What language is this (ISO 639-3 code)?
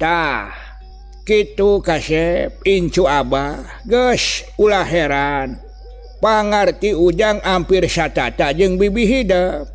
sun